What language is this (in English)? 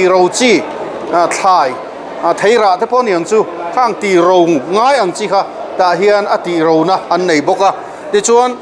Mizo